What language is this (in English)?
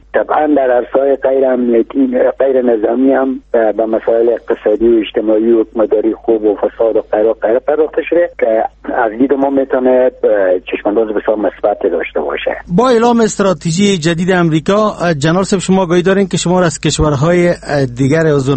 Persian